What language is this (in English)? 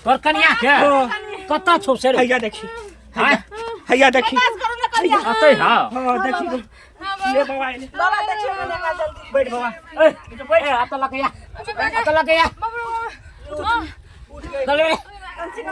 Maithili